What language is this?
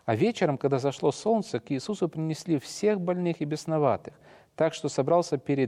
Russian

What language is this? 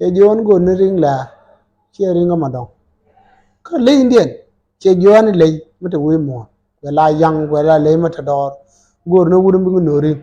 Nuer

